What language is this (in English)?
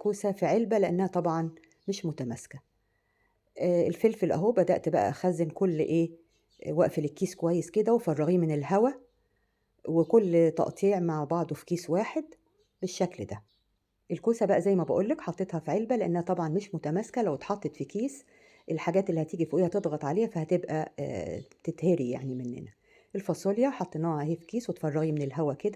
Egyptian Arabic